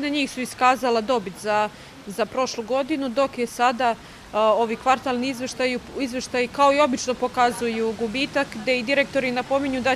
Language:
Serbian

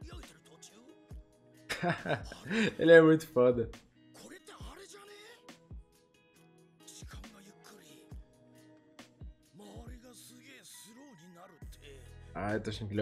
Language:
Japanese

